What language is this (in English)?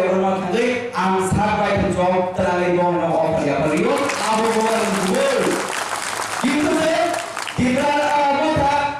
Kok Borok